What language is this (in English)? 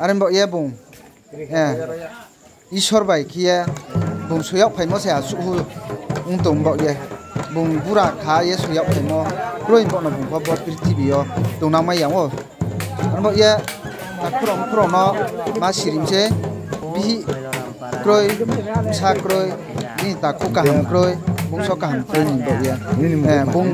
Riang (India)